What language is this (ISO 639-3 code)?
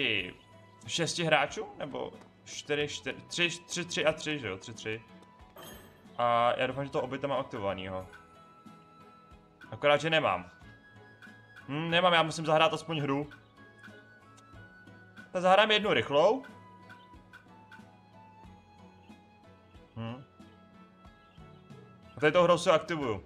ces